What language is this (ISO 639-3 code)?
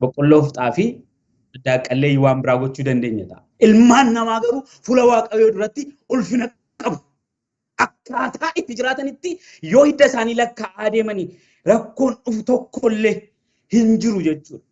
orm